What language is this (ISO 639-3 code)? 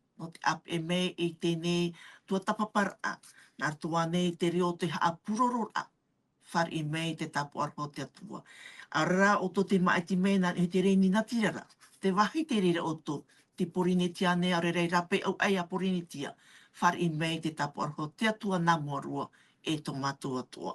tah